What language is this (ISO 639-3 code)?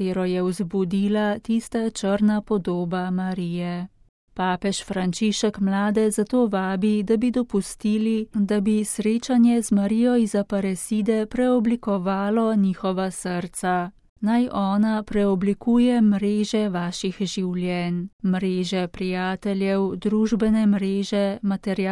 slv